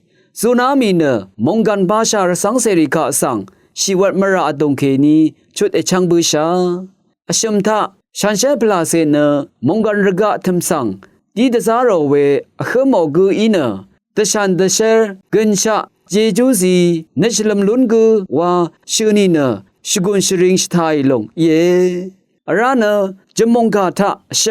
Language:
Rawang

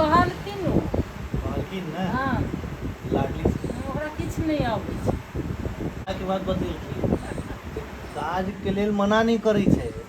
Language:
Maithili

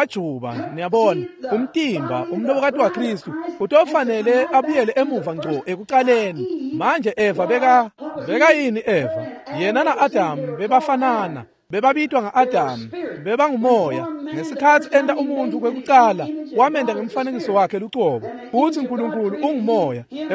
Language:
Swati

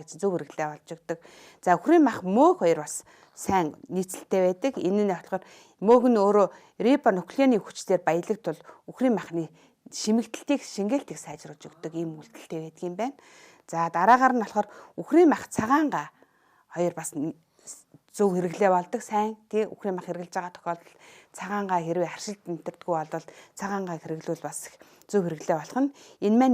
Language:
Mongolian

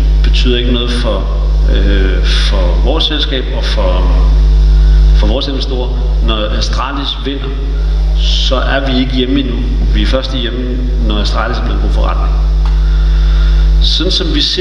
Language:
Danish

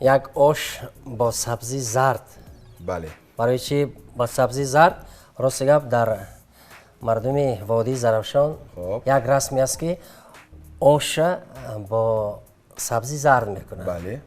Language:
Tajik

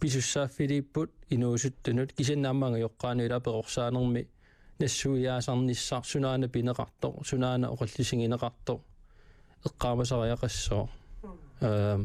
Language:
Kalaallisut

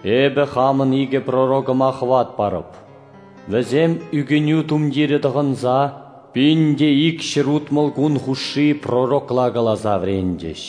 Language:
Chuvash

